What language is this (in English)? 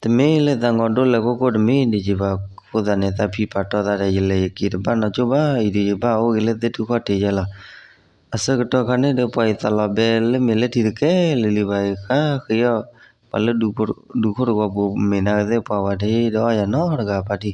S'gaw Karen